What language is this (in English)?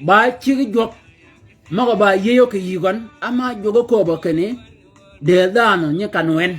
Shilluk